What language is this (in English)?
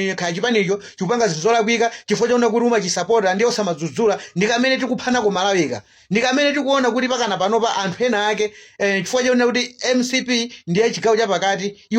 Nyanja